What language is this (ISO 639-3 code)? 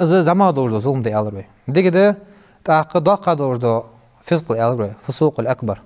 inh